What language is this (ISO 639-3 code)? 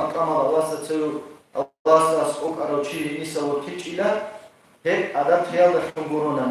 ava